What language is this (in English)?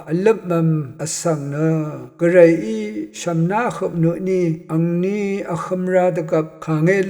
Rawang